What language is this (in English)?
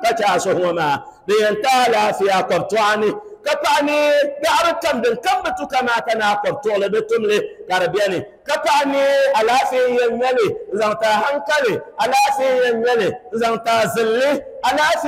Dagbani